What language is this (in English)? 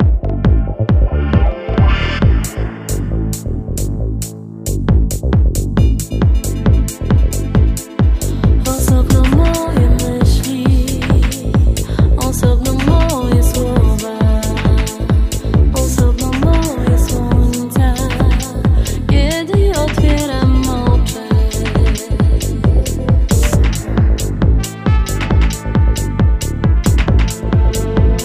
Polish